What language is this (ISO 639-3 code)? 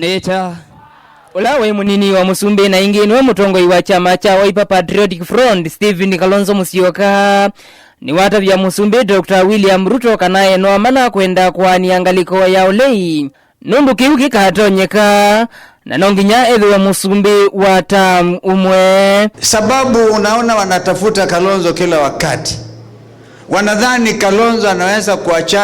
kam